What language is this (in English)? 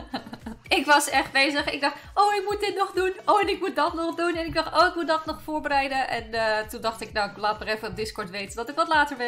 Dutch